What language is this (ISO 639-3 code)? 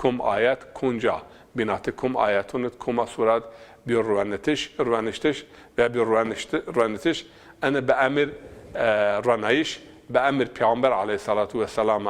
zza